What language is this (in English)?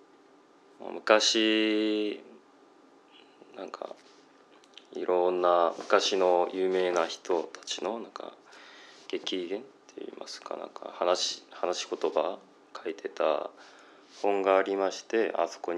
Japanese